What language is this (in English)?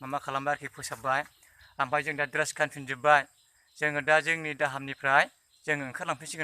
Bodo